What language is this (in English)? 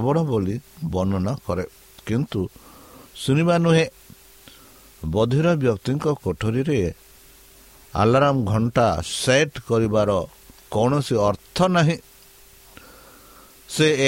Odia